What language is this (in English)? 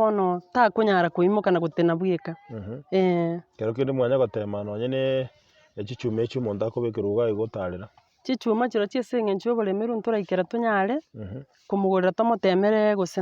Gusii